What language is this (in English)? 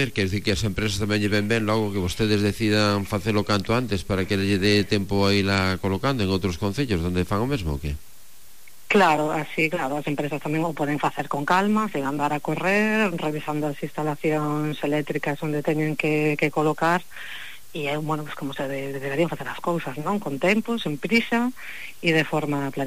Galician